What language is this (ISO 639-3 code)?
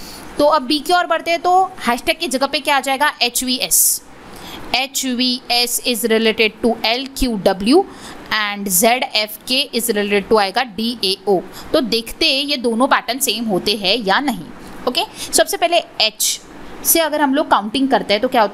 hin